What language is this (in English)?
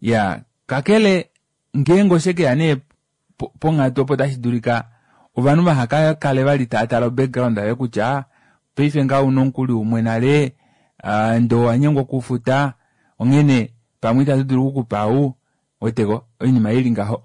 Kuanyama